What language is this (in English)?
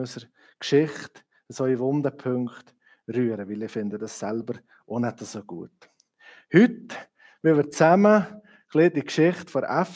Swiss German